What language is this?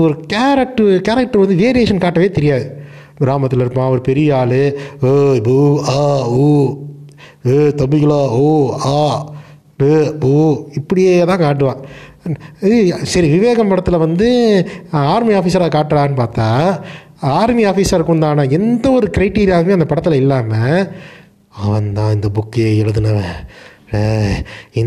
Tamil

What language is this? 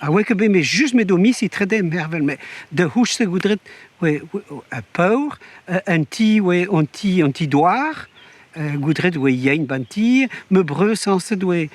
Breton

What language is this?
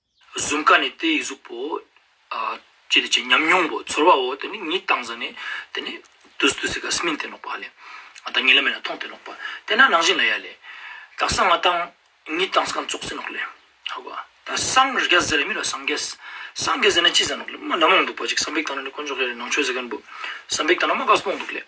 Ladakhi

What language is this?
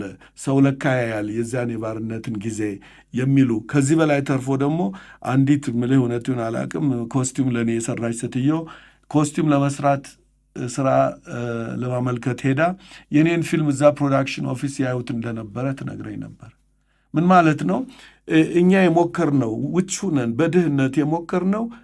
Amharic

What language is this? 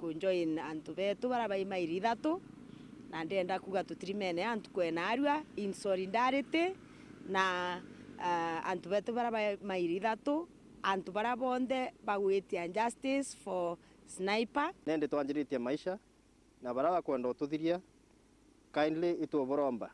Meru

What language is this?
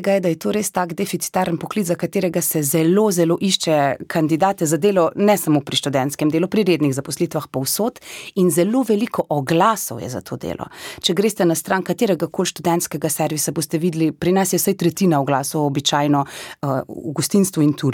Slovenian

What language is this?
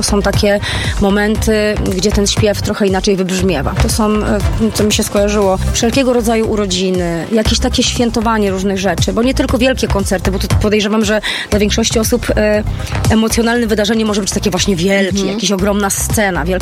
Polish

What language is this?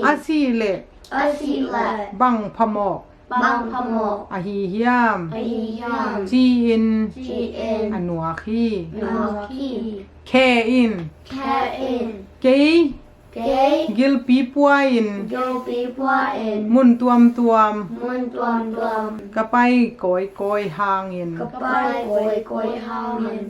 Tedim Chin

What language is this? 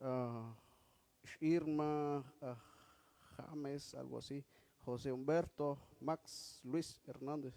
Kekchí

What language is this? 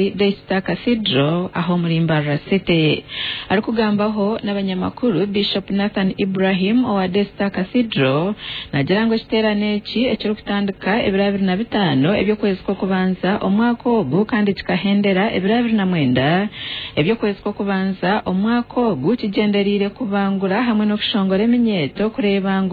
Nyankole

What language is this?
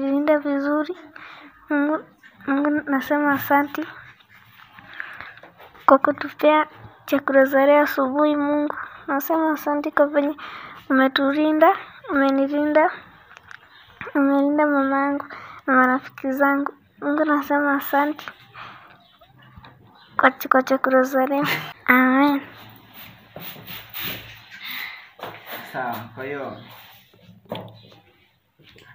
Swahili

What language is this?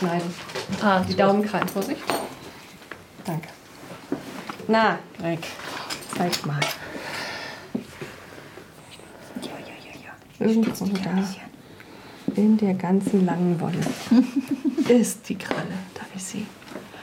German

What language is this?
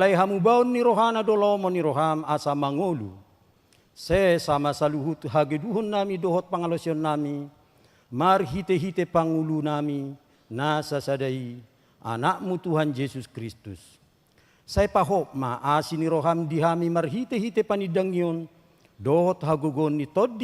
Batak Toba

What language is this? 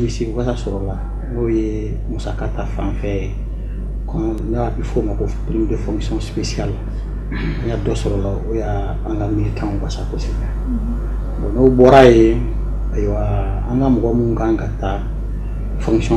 Bambara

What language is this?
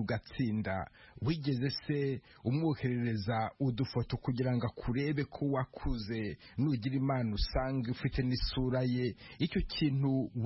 Kinyarwanda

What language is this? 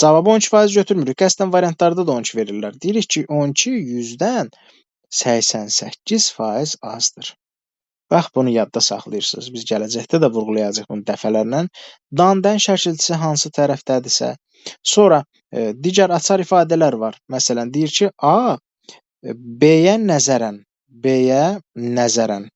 Azerbaijani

